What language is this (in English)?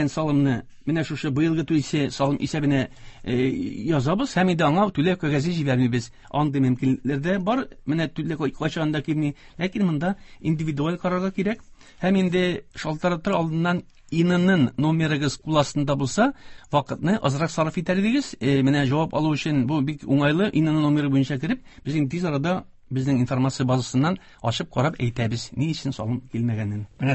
Tatar